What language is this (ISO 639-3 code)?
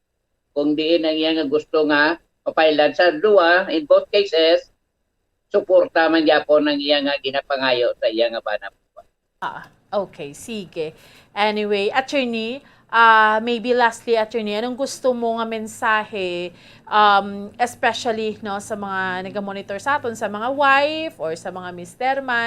hil